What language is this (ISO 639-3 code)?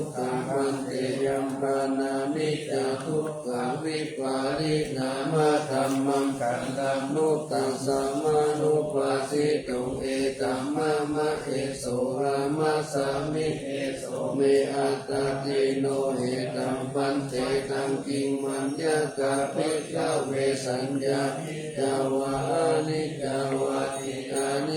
pli